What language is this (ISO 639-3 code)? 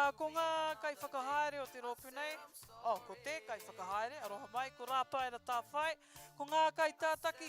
mri